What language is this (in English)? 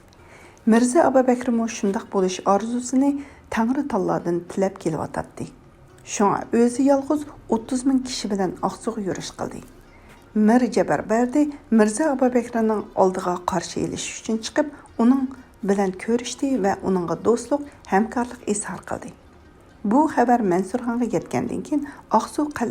Uyghur